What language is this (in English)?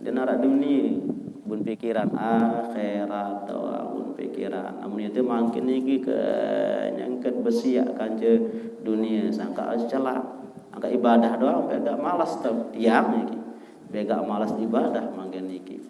Sasak